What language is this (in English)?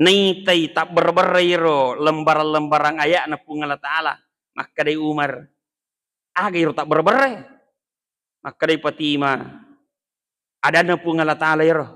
Buginese